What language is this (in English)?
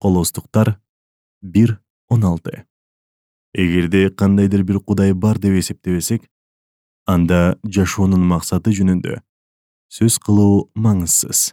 Kyrgyz